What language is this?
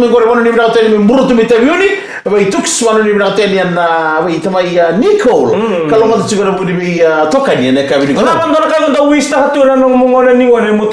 Fijian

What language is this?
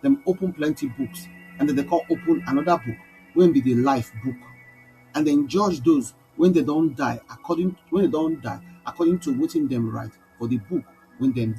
Nigerian Pidgin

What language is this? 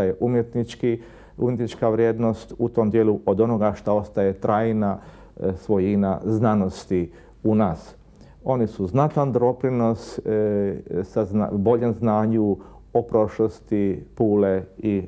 Croatian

